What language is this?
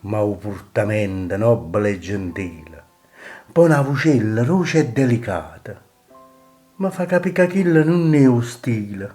Neapolitan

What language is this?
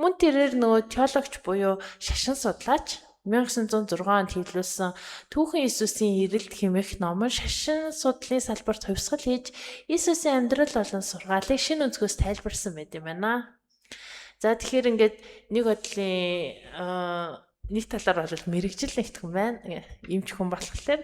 Mongolian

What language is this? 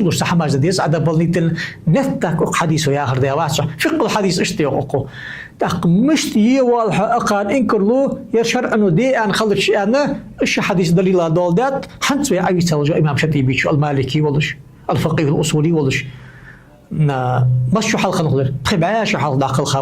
Ingush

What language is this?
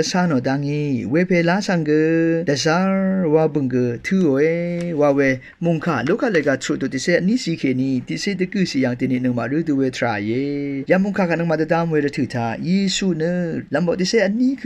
Rawang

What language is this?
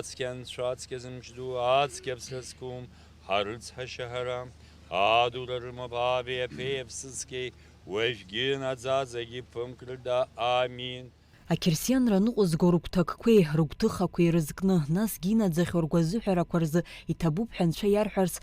Abkhazian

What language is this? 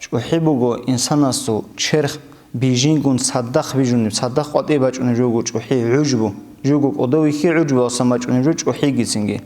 Avaric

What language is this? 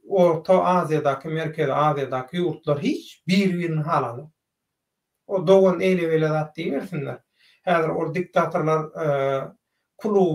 Turkmen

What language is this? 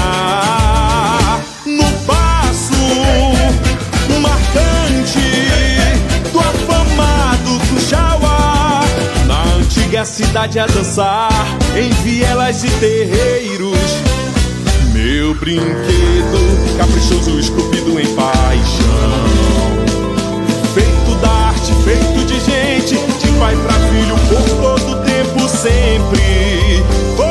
Portuguese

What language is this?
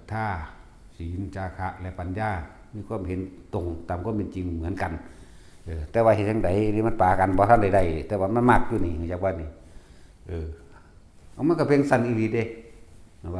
Northeastern Thai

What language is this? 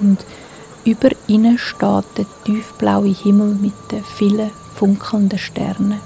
Swiss German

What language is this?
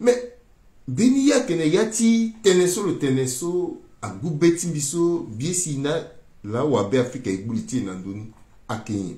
Sango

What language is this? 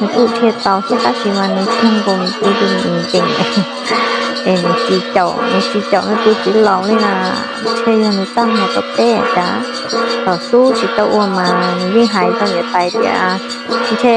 Hmong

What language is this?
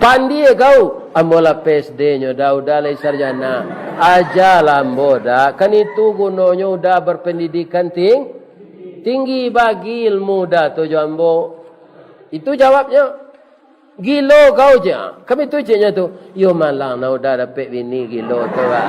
Minangkabau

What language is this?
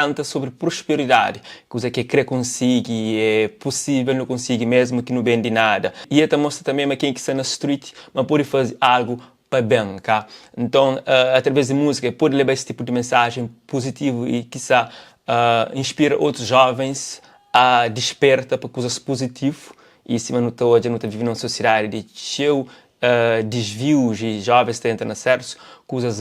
Kabuverdianu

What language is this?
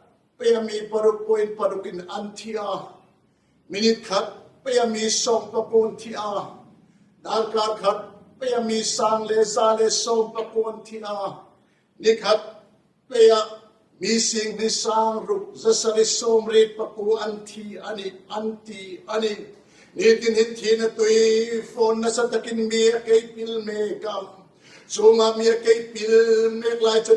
Hmar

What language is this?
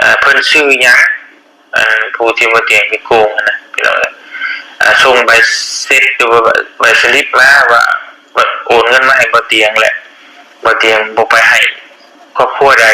Northeastern Thai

